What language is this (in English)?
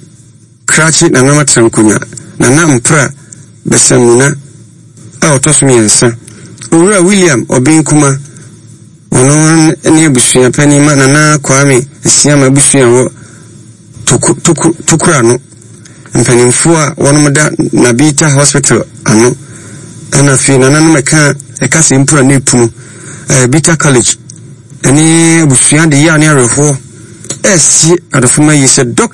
Akan